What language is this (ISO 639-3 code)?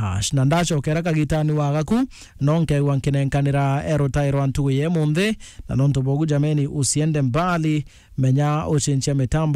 mer